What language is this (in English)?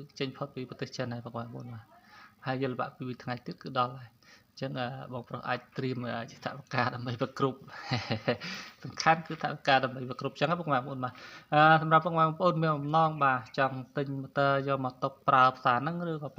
Khmer